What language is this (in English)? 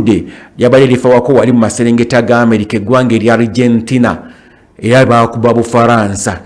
Ganda